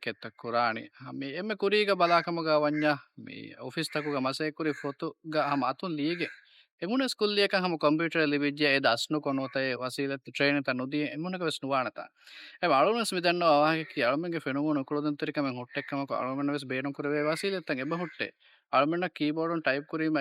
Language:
Divehi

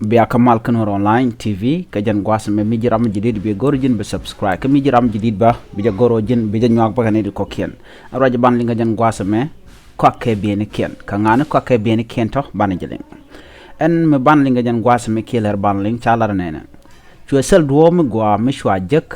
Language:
Nuer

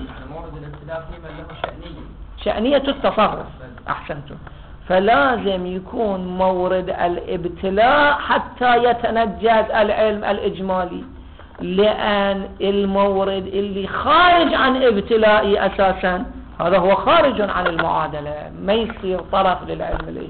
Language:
Arabic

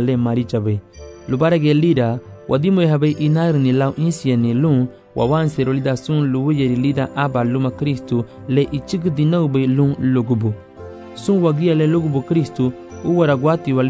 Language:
Garifuna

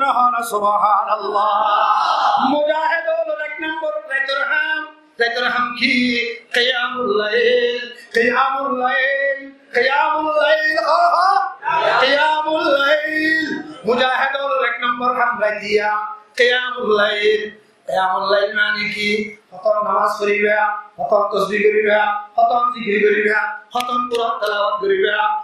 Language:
Rohingya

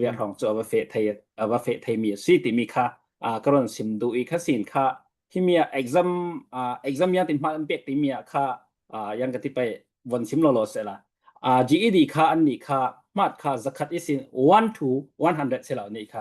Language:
Falam Chin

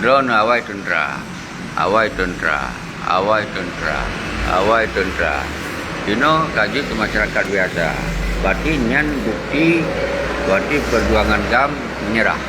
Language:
Achinese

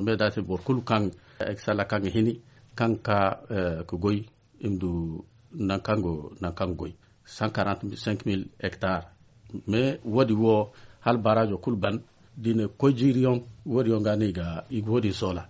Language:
Zarma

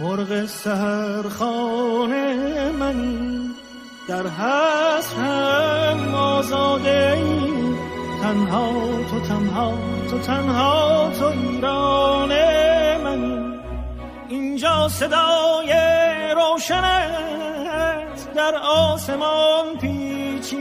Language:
Persian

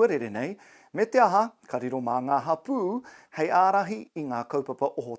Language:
Māori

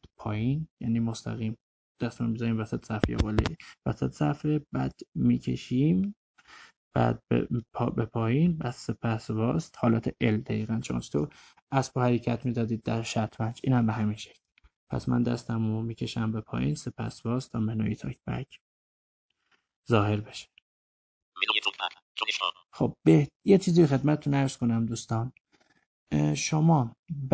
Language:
Persian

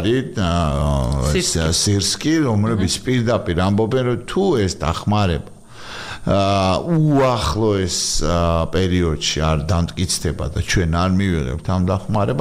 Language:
Georgian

